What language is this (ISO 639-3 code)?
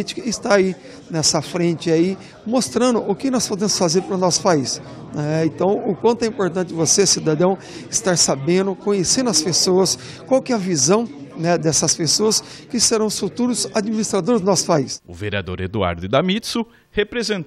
por